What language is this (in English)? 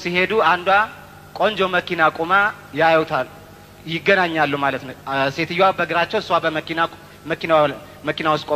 Amharic